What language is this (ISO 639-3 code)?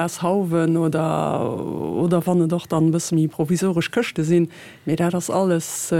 ltz